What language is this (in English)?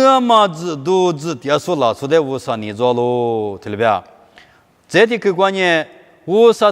Lisu